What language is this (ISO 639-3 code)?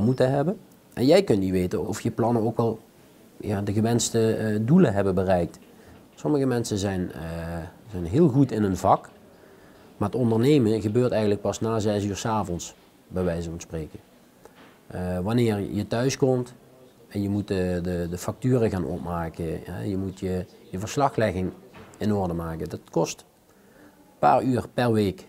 nld